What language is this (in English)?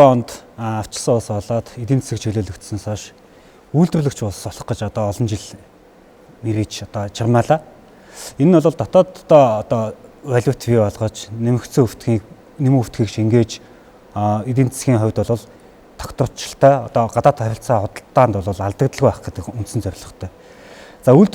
Mongolian